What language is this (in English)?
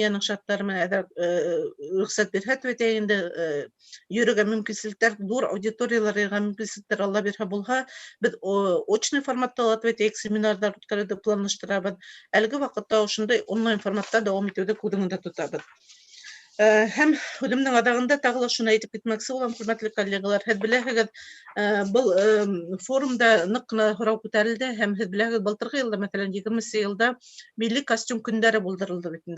Bashkir